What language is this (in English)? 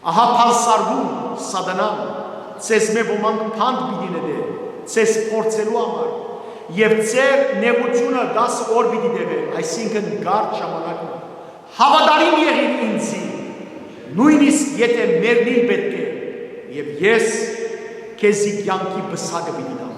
Western Armenian